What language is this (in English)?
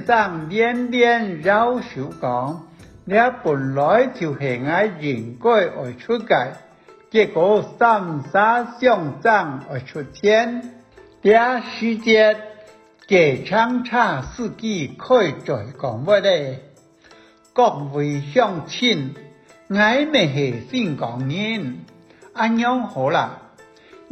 Hakka Chinese